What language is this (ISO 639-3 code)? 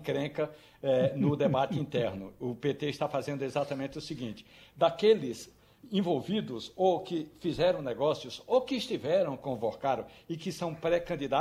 por